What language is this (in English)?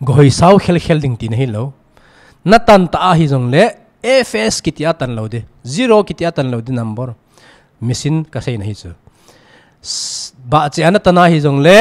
Thado Chin